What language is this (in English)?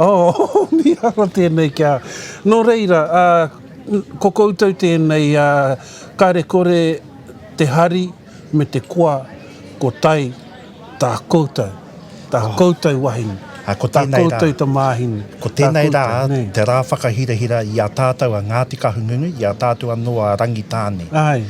Māori